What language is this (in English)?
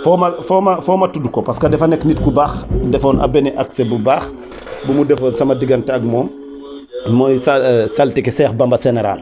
Wolof